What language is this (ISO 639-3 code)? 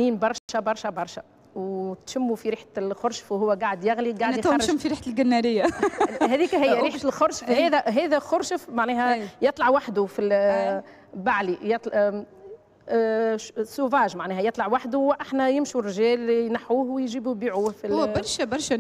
aeb